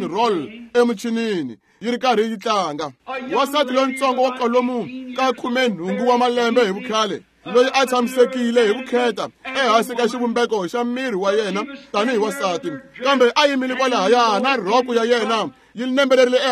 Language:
Tsonga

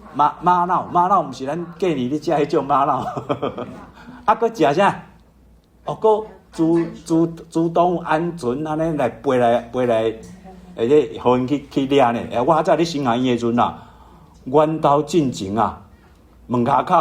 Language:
Min Nan Chinese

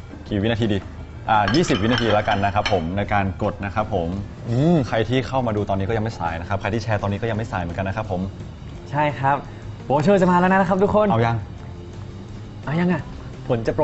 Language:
Thai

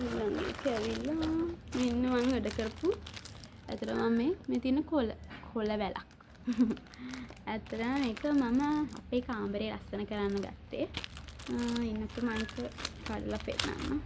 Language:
Sinhala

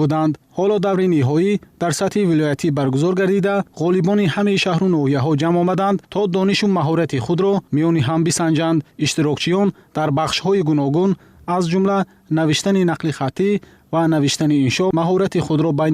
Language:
Tajik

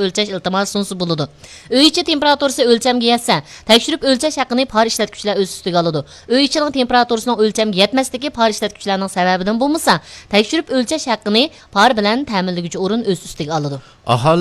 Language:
Uyghur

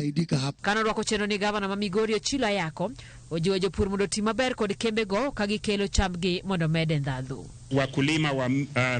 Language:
Luo (Kenya and Tanzania)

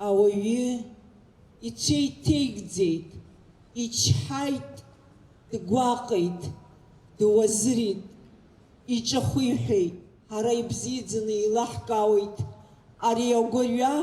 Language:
Abkhazian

